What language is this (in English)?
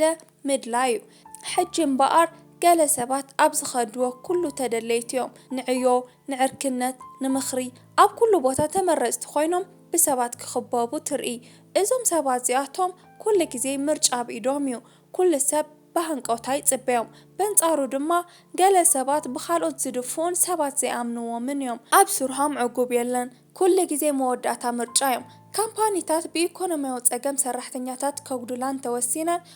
Tigrinya